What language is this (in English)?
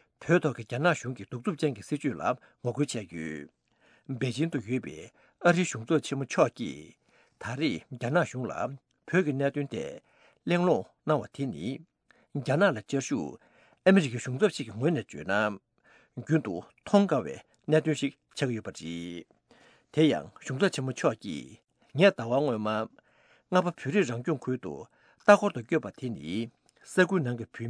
Tibetan